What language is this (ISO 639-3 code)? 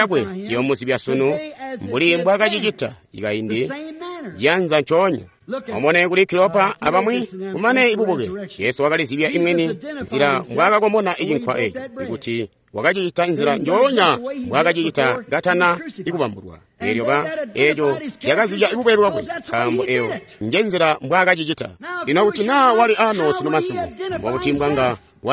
toi